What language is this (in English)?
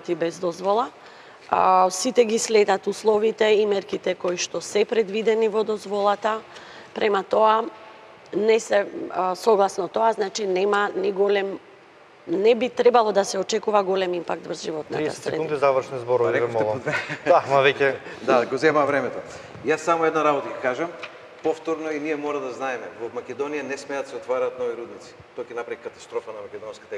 Macedonian